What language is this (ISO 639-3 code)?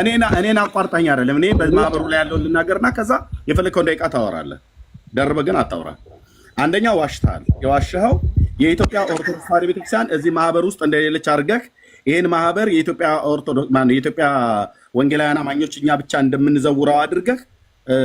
amh